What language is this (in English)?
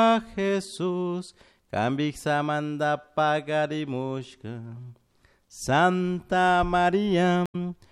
Chimborazo Highland Quichua